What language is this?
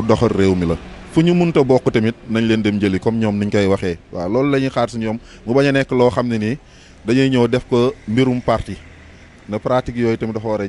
Wolof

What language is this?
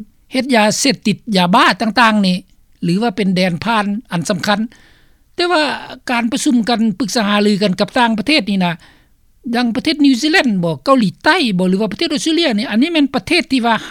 Lao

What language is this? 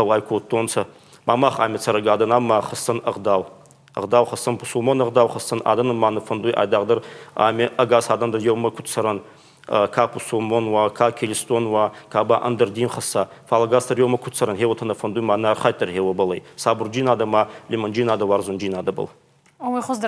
Ossetic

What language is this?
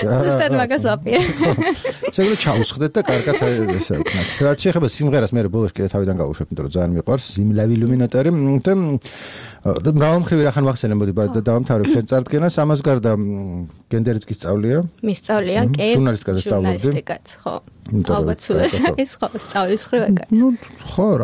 Georgian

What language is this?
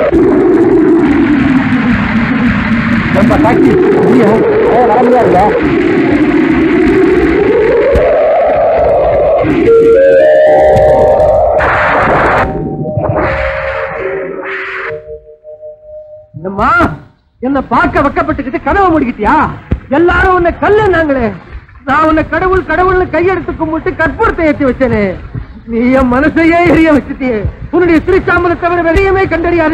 Tamil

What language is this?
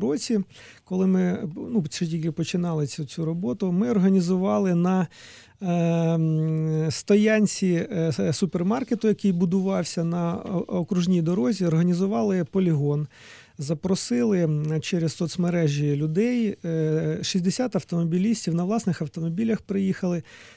Ukrainian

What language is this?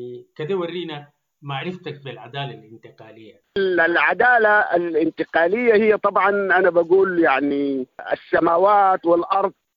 Sudanese Arabic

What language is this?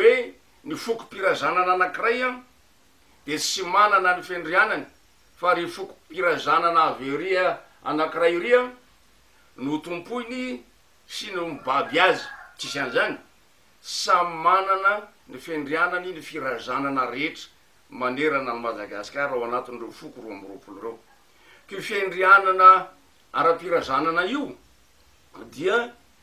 Malagasy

